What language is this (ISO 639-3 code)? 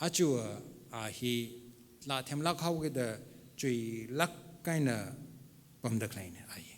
nmf